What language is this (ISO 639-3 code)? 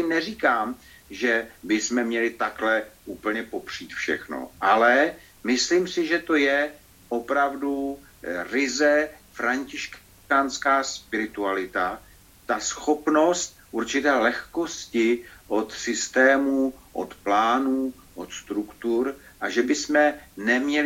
ces